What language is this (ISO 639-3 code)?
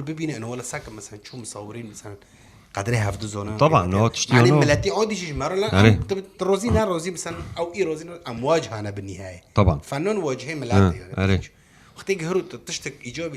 kur